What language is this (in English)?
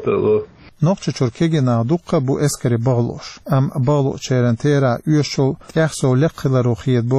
Chechen